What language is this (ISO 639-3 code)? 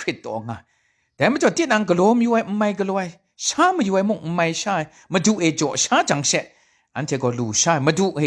kac